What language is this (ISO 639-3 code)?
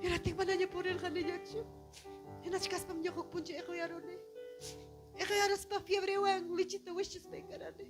quy